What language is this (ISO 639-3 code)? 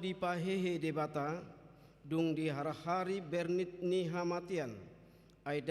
bbc